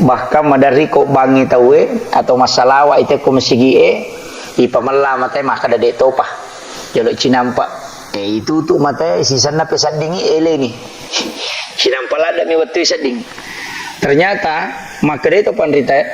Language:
Buginese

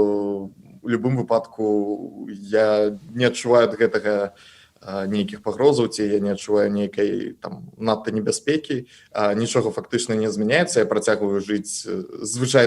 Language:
Belarusian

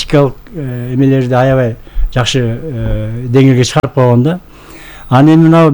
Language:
Kyrgyz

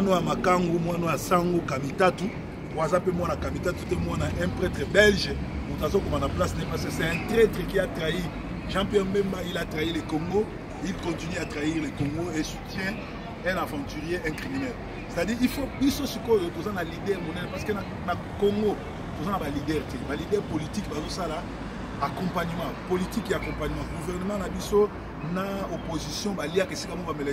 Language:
Lingala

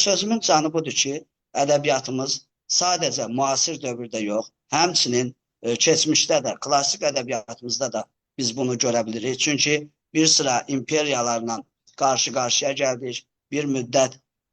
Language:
Azerbaijani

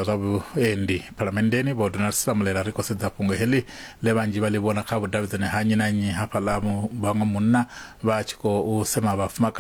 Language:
Venda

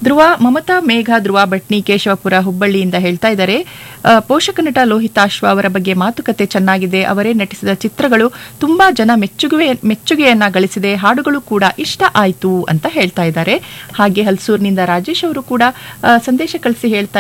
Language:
Kannada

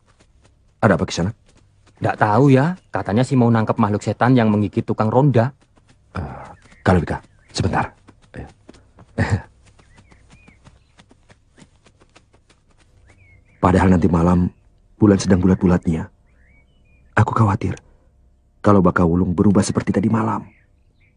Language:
Indonesian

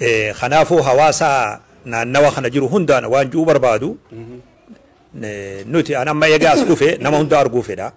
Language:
Oromo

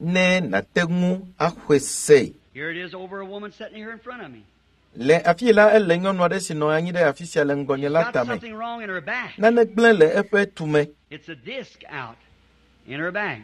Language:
Ewe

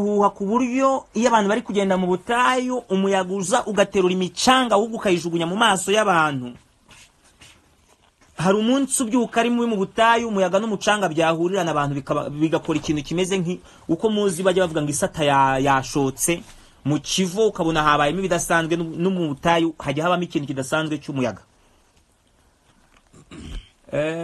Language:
Kinyarwanda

